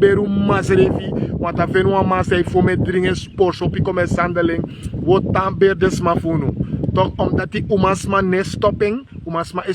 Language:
Sranan Tongo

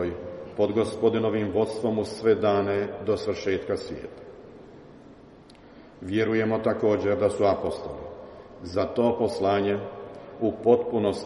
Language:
Croatian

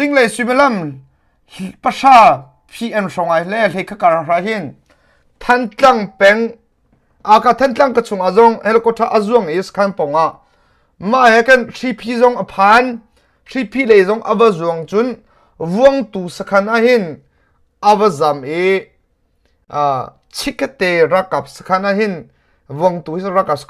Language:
Hakha Chin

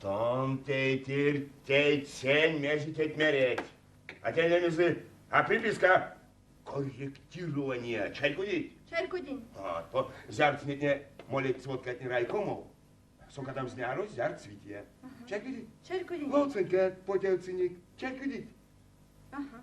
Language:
Erzya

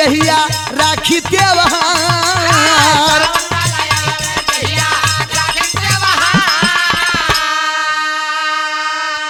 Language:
Bhojpuri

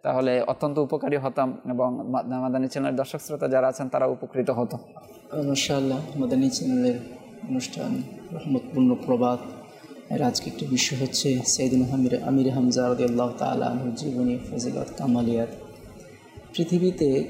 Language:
Bangla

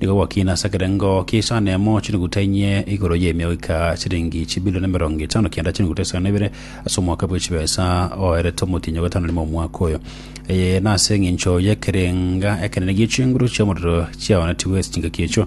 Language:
Gusii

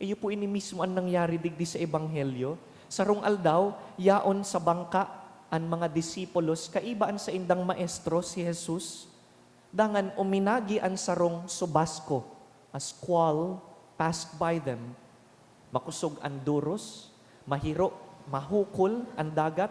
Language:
Bikol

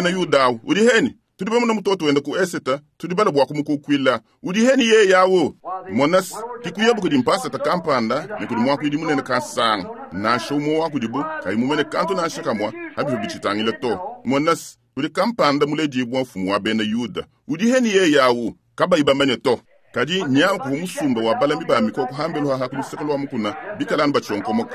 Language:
Luba-Lulua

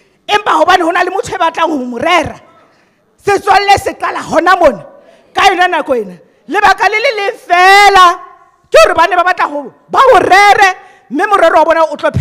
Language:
Southern Sotho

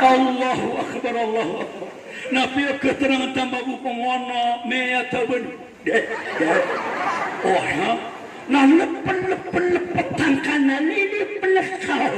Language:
Maranao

